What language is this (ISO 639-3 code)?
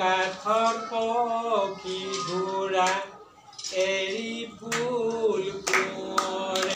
asm